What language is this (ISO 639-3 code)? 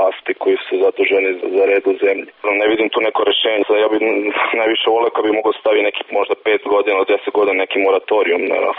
srp